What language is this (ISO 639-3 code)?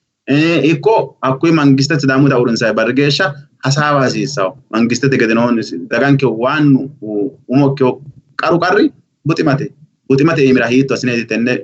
sid